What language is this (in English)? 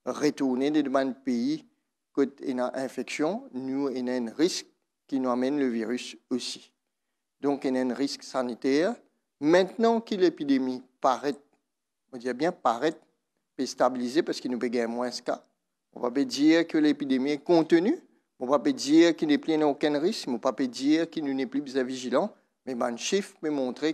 Morisyen